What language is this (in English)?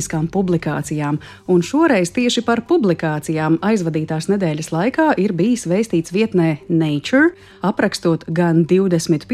Latvian